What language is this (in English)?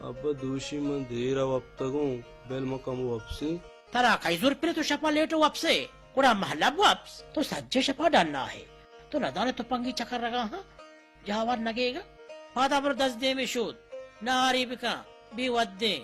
Baluchi